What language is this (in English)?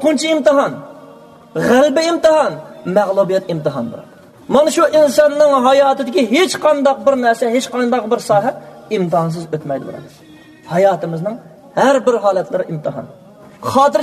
Uyghur